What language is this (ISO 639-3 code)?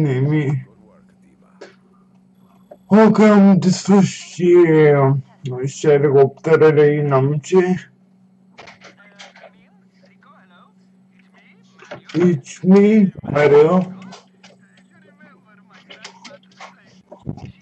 ron